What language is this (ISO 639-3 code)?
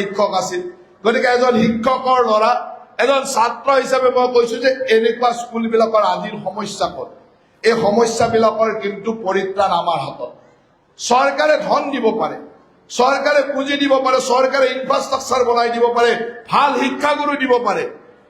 asm